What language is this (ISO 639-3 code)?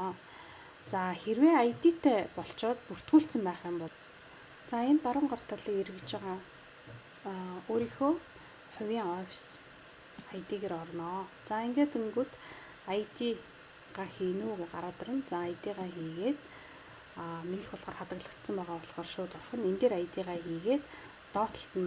mon